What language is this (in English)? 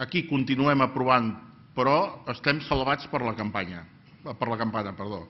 Catalan